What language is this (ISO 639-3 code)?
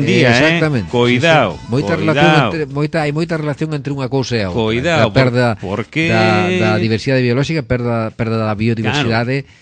glg